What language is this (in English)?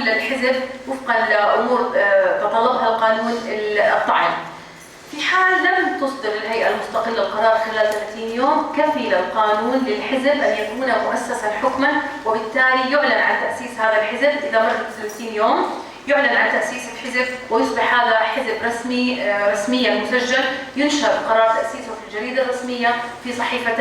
North Levantine Arabic